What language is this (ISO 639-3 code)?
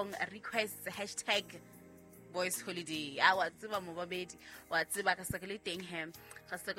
sot